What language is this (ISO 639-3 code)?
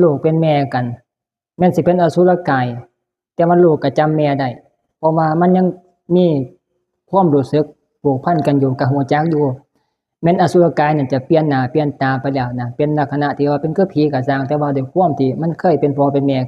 tts